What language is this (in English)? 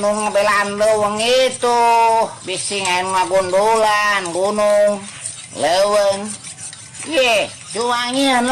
Sundanese